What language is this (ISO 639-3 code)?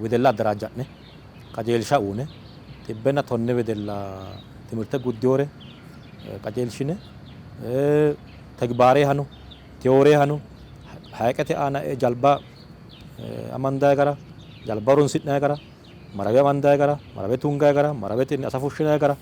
sid